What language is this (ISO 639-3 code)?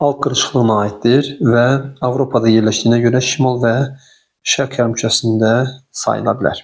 aze